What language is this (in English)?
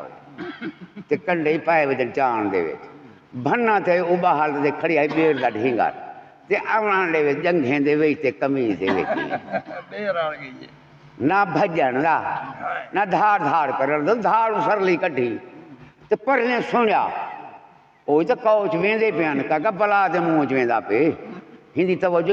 Saraiki